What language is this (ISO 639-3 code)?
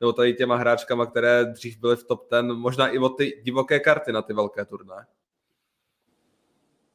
ces